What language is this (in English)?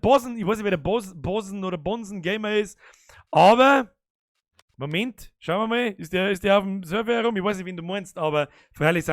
Bavarian